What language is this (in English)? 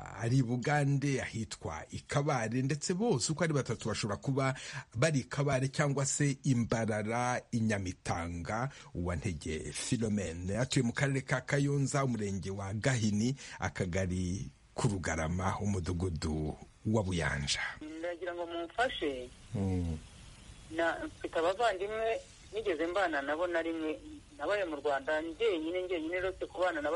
Kinyarwanda